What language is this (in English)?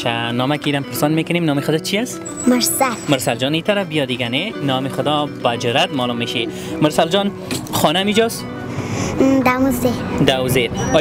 Persian